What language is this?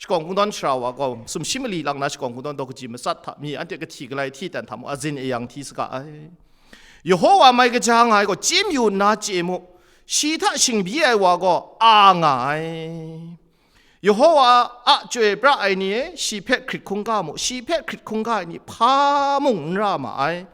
Kachin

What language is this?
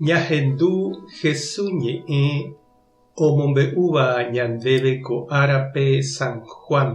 Guarani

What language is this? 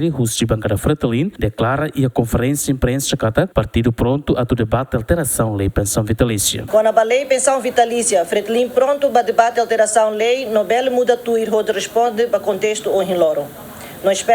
Tetum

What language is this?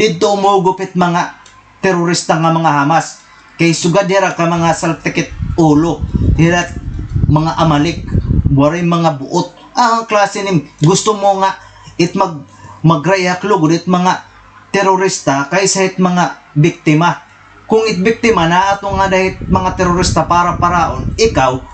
Waray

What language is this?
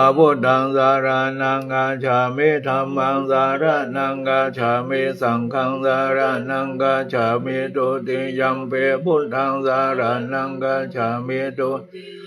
Pali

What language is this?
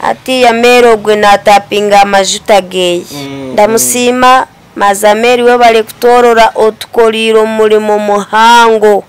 Nyankole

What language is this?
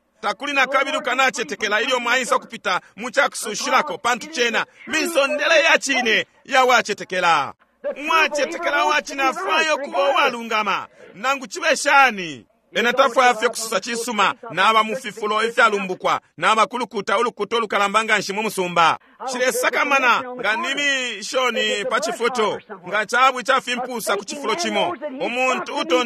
Bemba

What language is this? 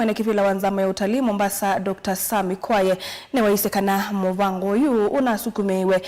Kamba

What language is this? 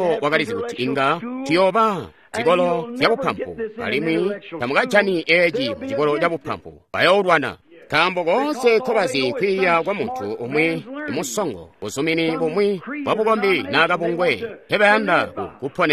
Tonga (Zambia)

